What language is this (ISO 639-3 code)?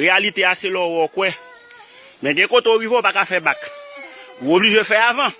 hat